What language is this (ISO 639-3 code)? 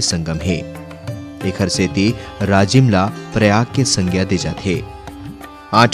hne